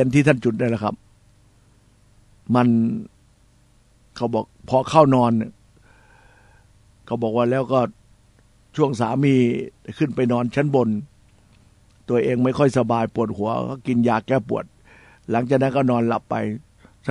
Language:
Thai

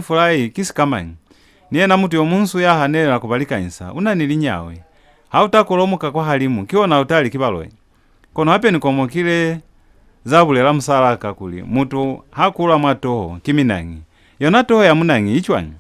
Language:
Lozi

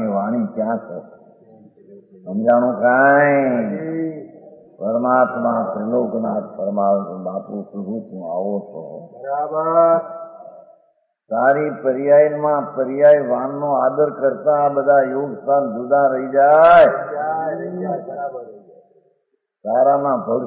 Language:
Gujarati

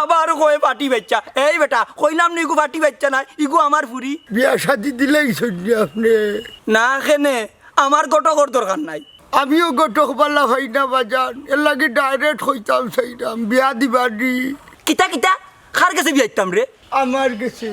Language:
Sylheti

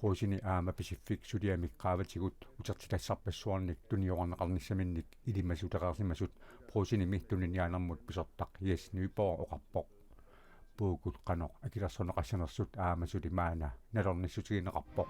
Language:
Kalaallisut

